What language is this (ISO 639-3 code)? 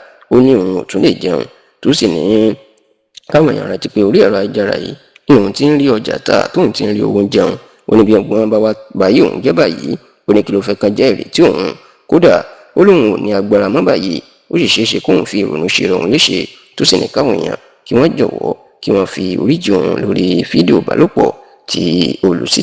yor